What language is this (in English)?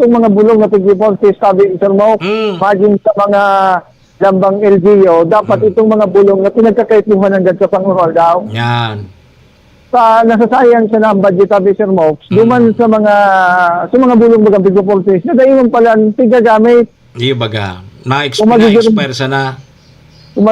Bikol